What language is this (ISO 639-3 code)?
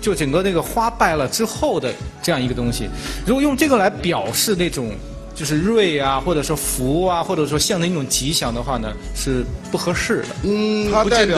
zho